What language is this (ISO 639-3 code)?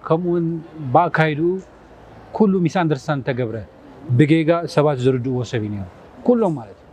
tir